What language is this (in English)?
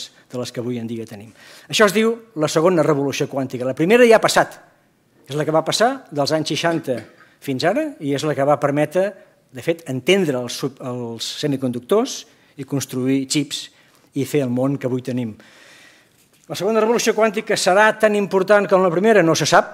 Catalan